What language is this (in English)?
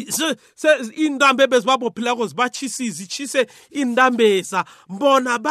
South Ndebele